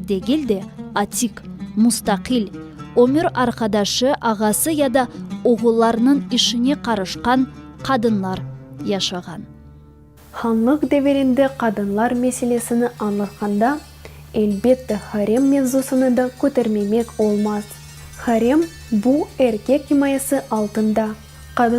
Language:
Crimean Tatar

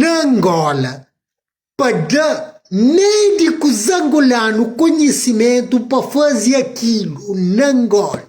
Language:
Kabuverdianu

